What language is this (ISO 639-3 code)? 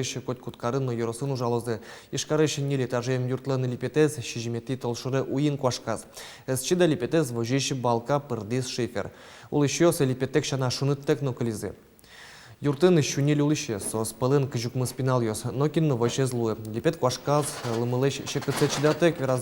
udm